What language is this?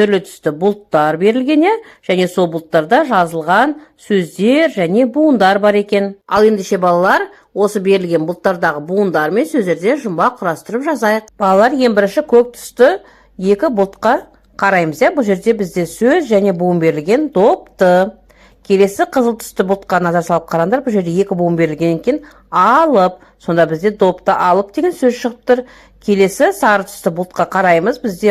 Kazakh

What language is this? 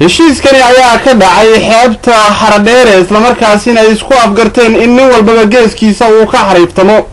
Somali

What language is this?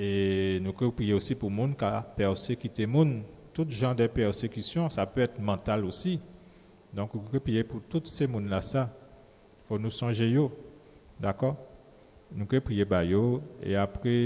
Guadeloupean Creole French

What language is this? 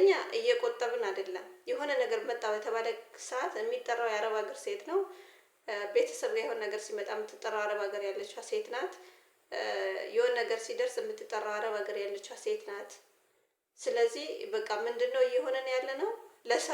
Amharic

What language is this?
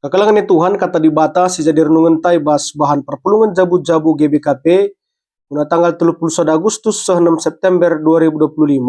Batak Karo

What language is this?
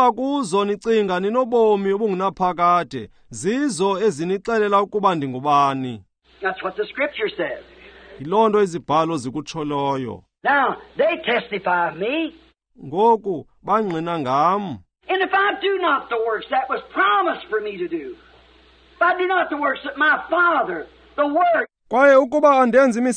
Xhosa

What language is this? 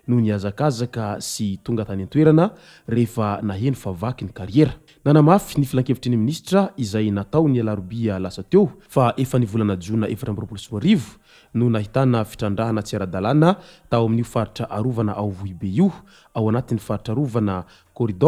Malagasy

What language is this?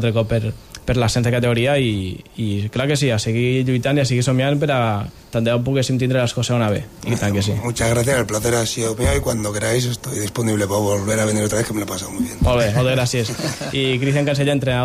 Catalan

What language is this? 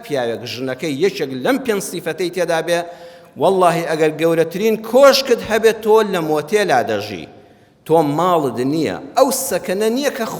Central Kurdish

